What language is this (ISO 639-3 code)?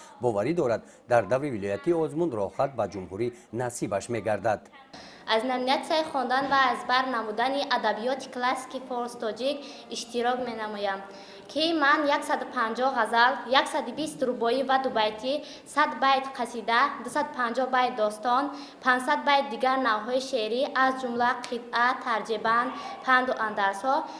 tgk